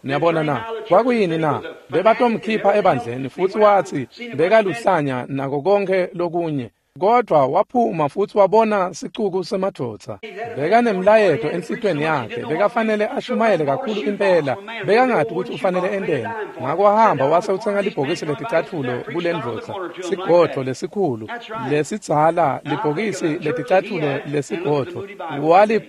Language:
Swati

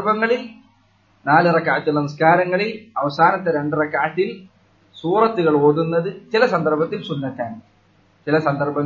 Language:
Malayalam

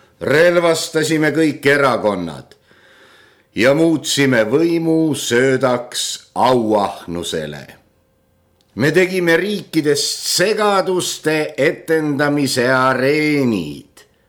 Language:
Estonian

